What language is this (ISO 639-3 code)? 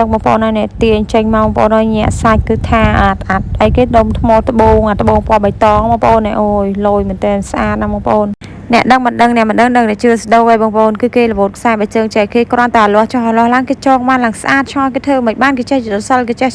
khm